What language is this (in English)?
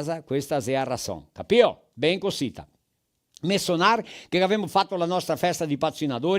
Venetian